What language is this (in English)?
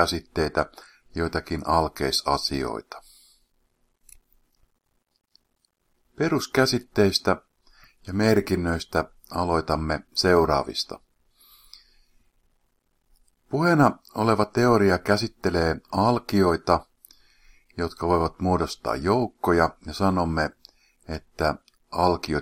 Finnish